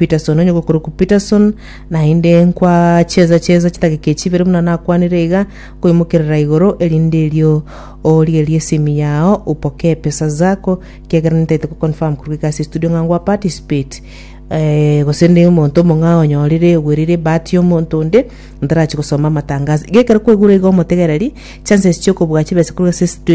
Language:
Gusii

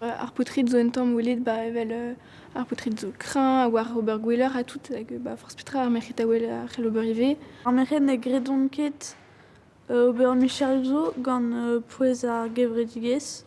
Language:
Breton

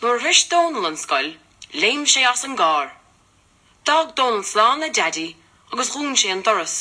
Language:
Irish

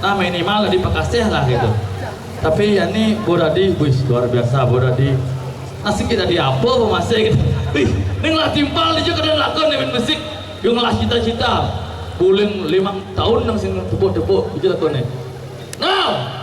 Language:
Balinese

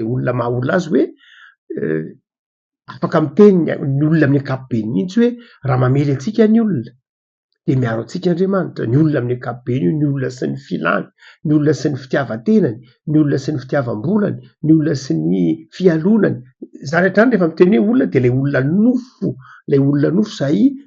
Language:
Malagasy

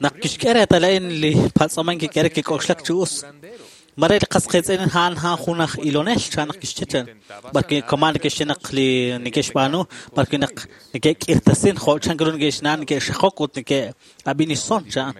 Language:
Kekchí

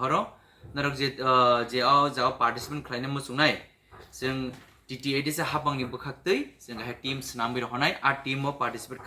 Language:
Kok Borok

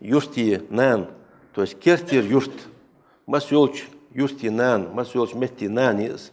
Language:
Ingush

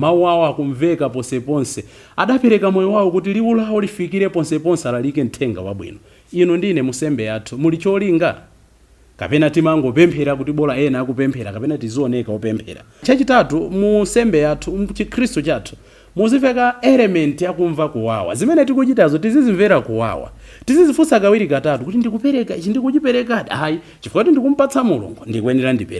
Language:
Nyanja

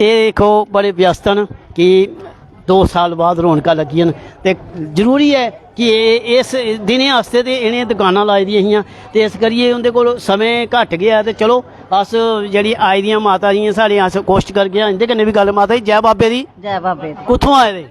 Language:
Dogri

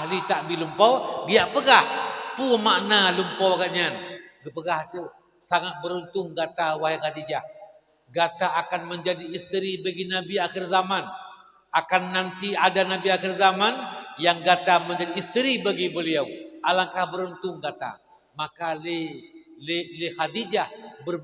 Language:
Achinese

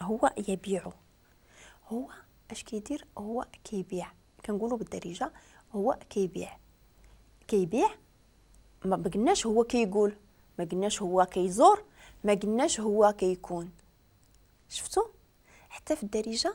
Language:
Moroccan Arabic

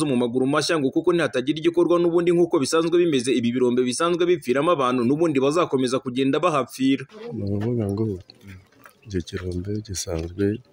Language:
Kinyarwanda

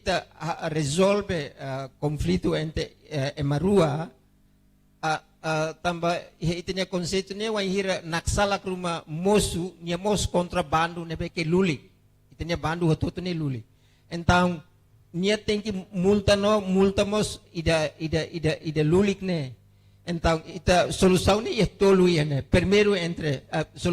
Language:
Tetum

